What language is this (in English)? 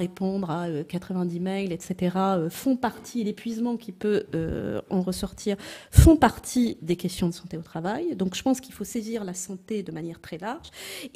French